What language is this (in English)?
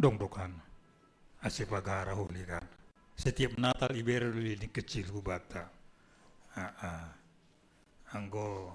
Batak Simalungun